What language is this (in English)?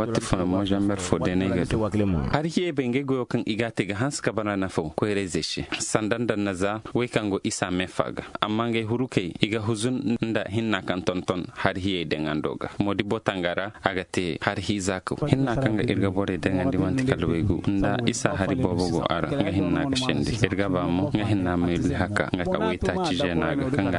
Zarma